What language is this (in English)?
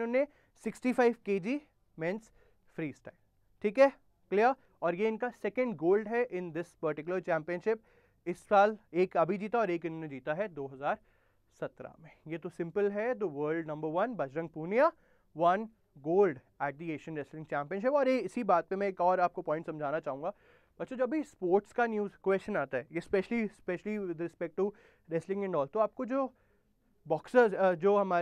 Hindi